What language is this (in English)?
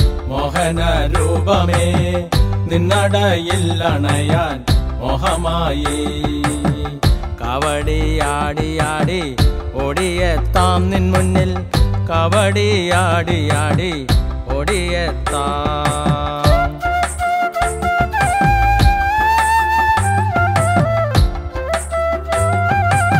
Malayalam